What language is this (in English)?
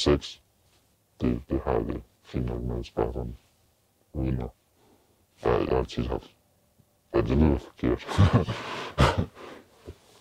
Danish